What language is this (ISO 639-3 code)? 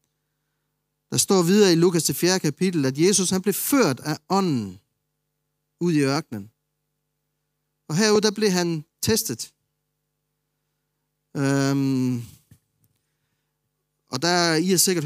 dan